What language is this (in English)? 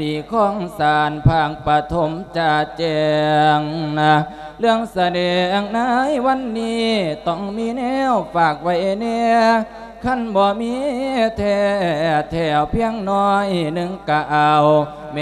Lao